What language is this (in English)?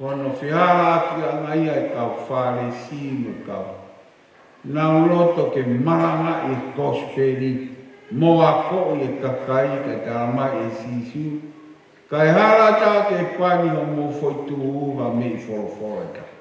Tongan